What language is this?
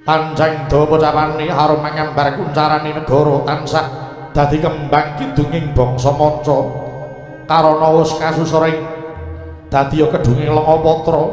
Javanese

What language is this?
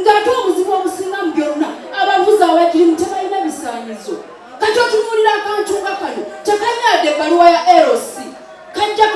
Ganda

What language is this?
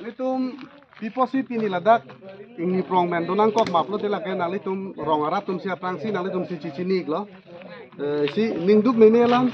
Karbi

